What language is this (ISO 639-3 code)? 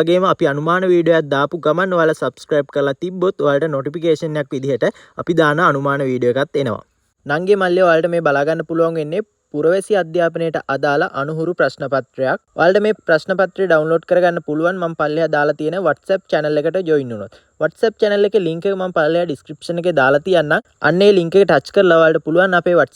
sin